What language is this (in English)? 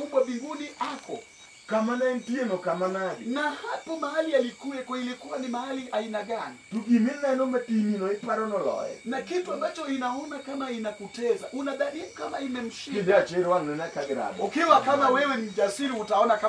Luo (Kenya and Tanzania)